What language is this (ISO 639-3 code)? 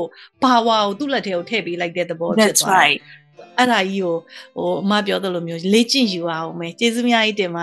mya